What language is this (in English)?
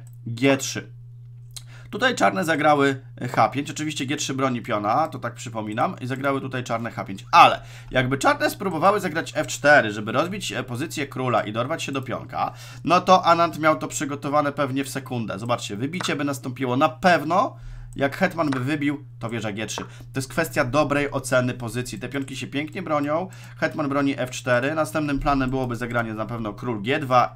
Polish